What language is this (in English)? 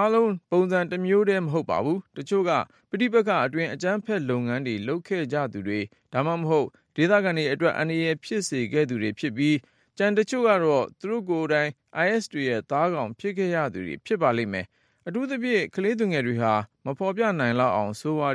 Burmese